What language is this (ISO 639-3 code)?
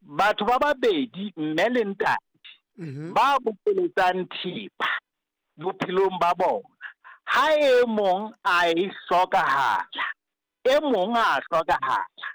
sot